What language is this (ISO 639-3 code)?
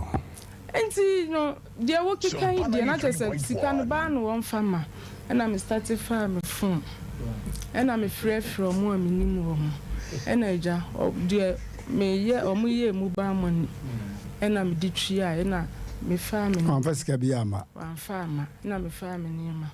aka